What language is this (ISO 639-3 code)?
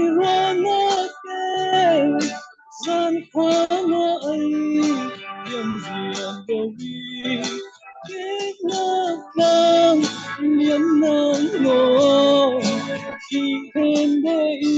cfm